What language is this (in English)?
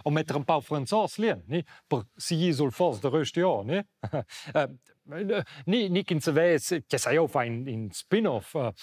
Romansh